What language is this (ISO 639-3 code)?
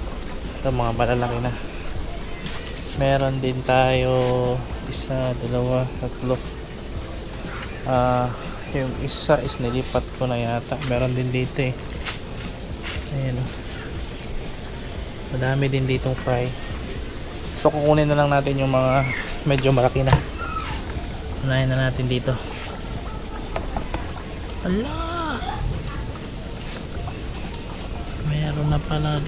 fil